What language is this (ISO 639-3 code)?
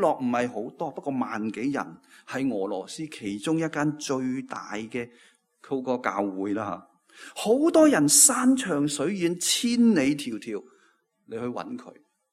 yue